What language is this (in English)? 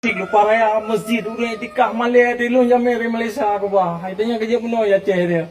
Achinese